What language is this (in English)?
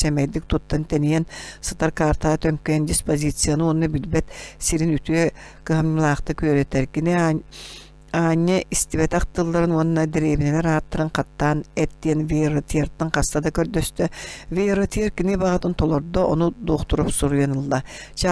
Yakut